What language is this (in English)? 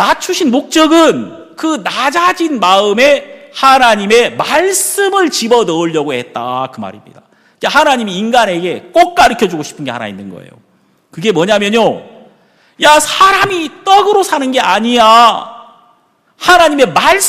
Korean